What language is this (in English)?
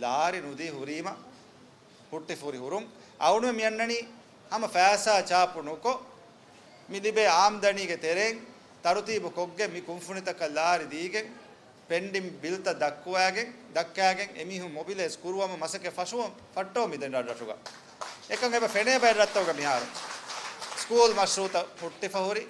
Divehi